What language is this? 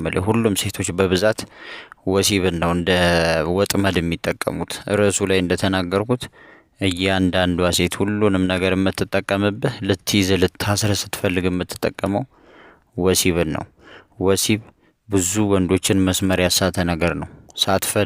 Amharic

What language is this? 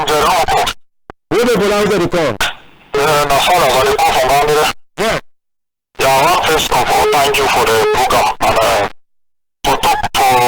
Cameroon Pidgin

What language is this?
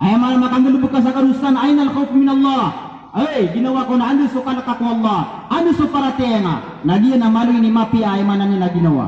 Maranao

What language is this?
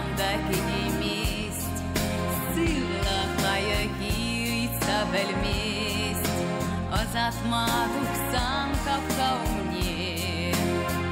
Chuvash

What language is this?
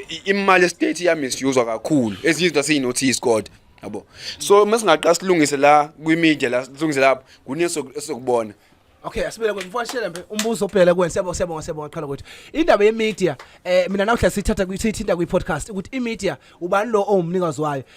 Zulu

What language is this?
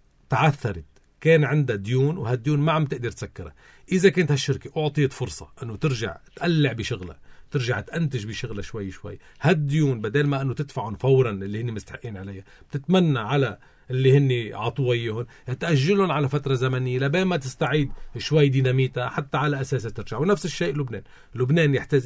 North Levantine Arabic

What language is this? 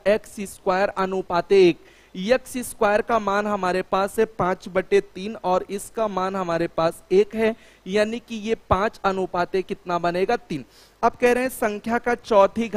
Hindi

